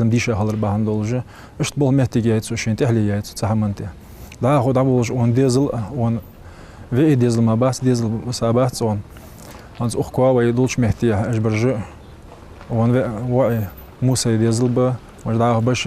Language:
Ingush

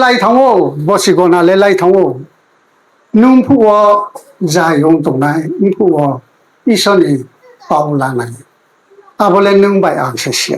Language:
Riang (India)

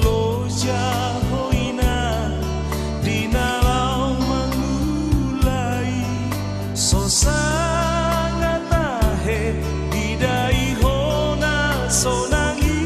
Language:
Batak Toba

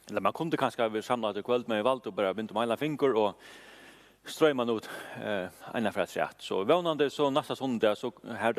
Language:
Faroese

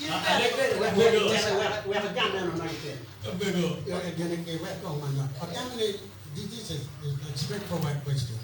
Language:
Acoli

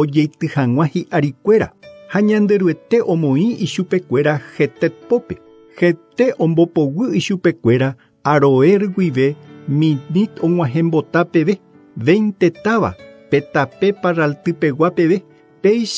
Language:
Guarani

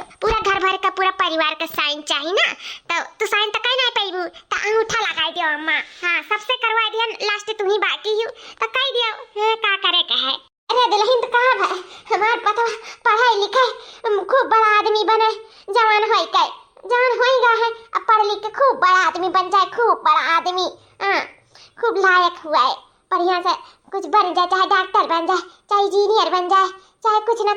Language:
Awadhi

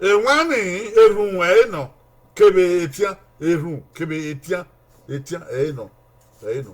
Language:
Bini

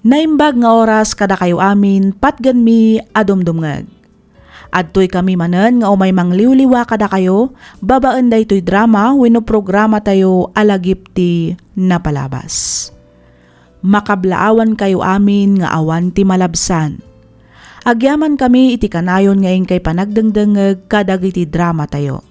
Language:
Iloko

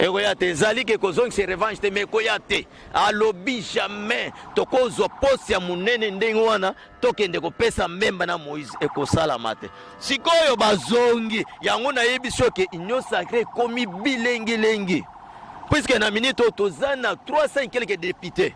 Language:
Lingala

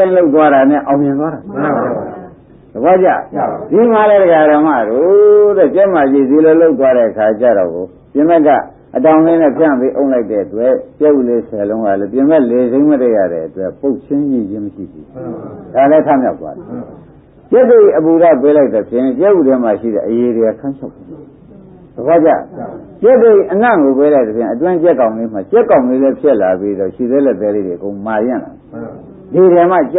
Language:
Burmese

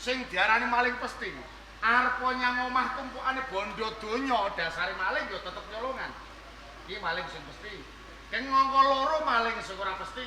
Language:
Javanese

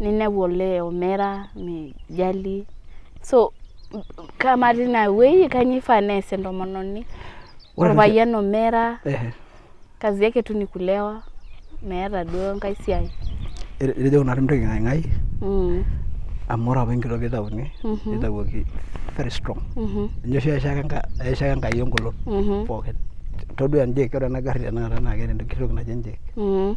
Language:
Masai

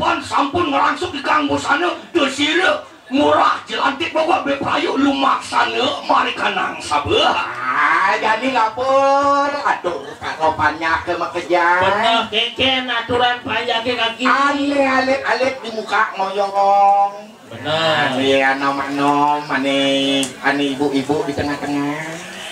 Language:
Balinese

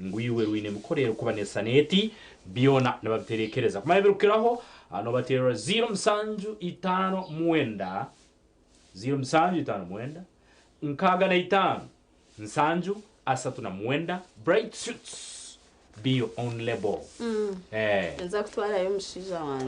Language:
Nyankole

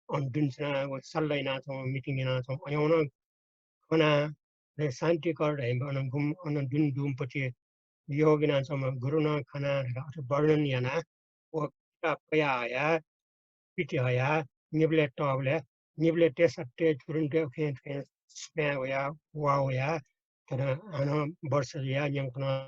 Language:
Newari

